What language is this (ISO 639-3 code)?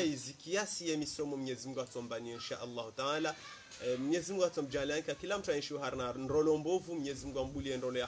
swa